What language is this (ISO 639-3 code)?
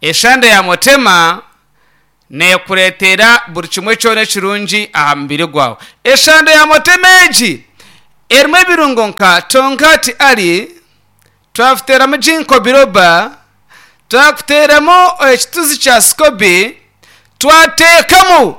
nyn